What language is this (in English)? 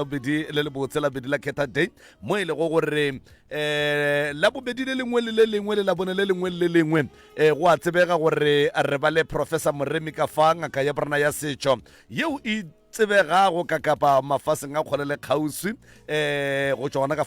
Northern Sotho